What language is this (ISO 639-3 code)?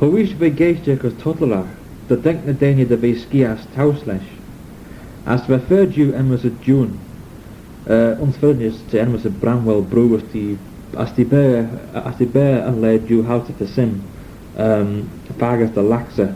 glv